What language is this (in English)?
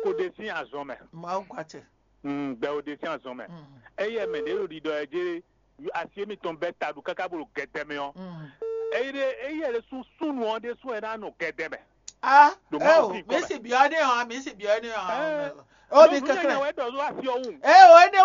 Fon